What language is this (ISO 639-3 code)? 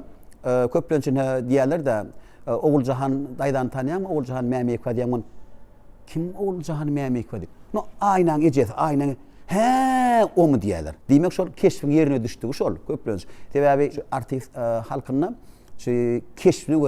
tuk